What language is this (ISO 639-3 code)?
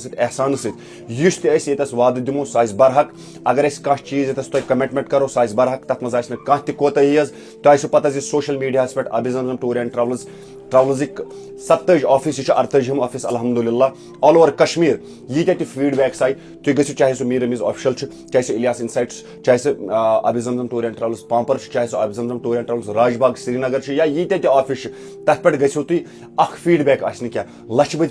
kas